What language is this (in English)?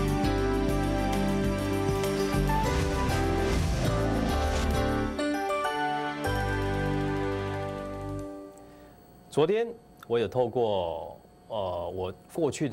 Chinese